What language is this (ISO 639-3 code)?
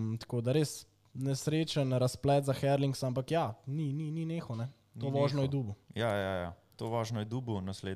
slv